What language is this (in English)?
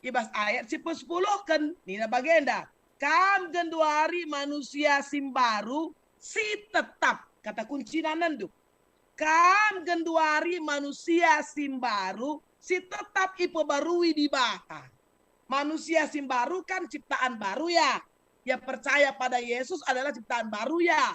Batak Karo